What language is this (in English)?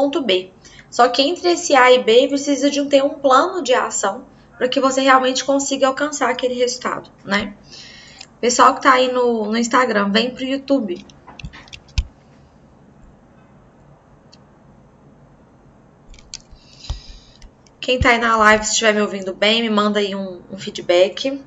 Portuguese